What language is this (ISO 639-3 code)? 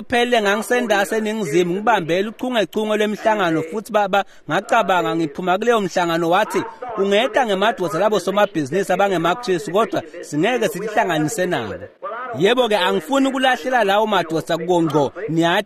ssw